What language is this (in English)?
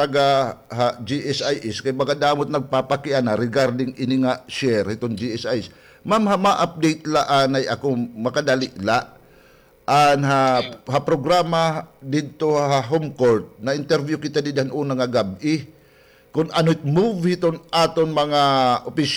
Waray